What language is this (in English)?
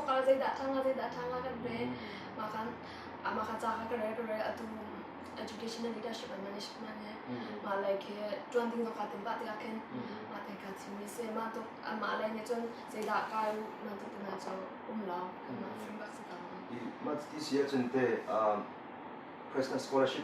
Hakha Chin